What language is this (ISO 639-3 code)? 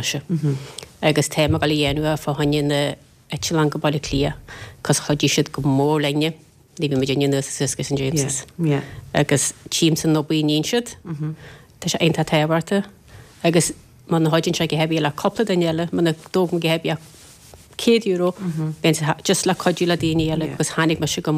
gle